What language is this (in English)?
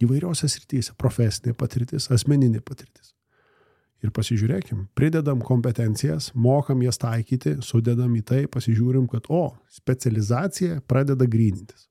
Lithuanian